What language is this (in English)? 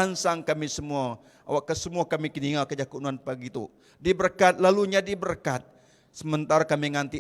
Iban